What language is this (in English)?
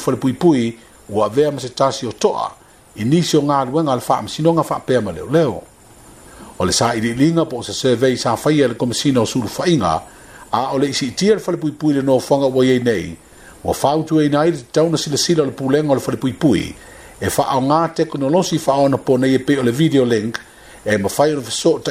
Samoan